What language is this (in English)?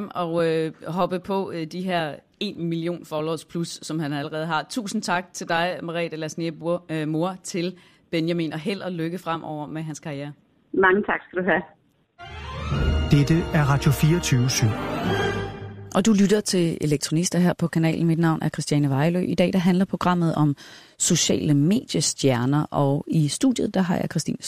Danish